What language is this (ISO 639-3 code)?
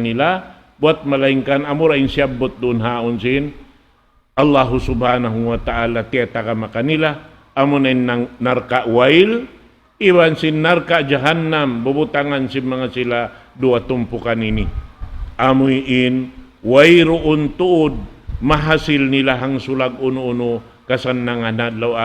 tsg